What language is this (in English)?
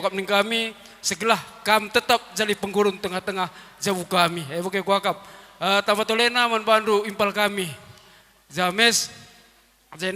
Batak Karo